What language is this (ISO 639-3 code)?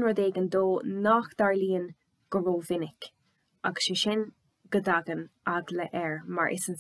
gle